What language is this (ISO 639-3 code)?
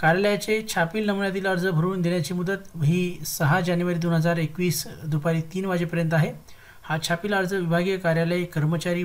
mar